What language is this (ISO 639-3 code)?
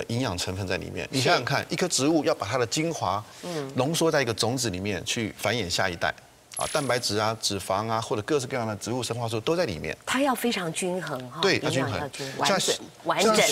zho